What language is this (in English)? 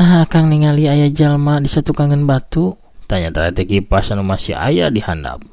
Sundanese